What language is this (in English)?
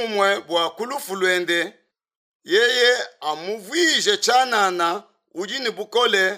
Luba-Lulua